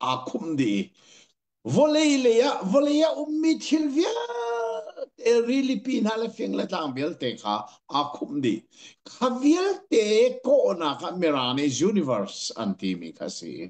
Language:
Hakha Chin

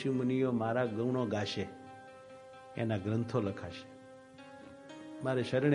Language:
Gujarati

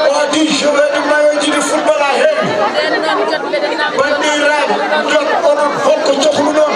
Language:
Fula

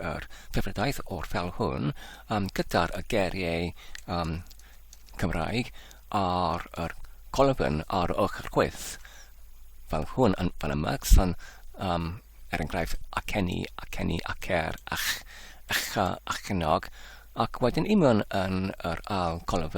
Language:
Welsh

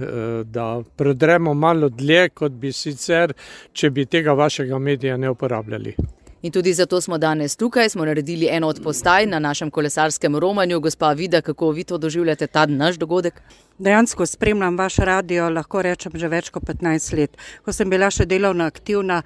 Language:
Slovenian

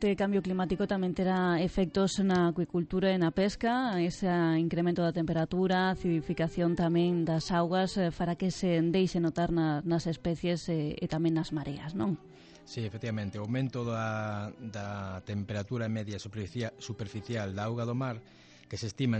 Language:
Galician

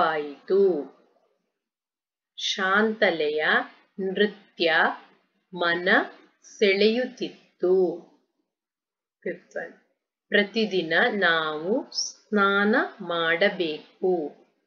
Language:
Kannada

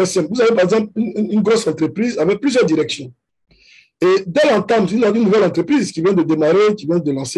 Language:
French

